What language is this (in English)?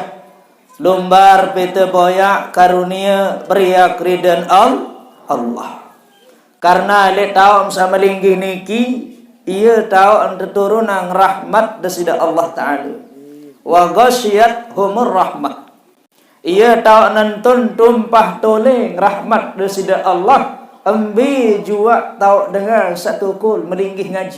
Sasak